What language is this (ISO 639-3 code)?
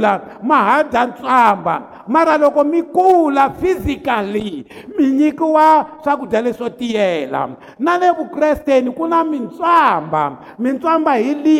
tso